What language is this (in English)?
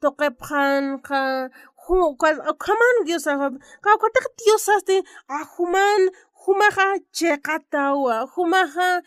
Aymara